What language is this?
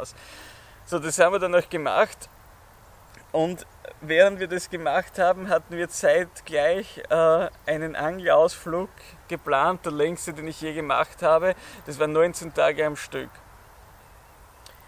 German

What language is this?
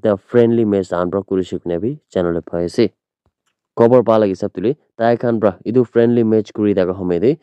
Naga Pidgin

